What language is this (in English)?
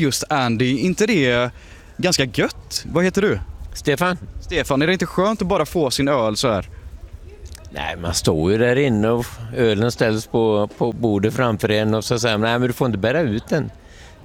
Swedish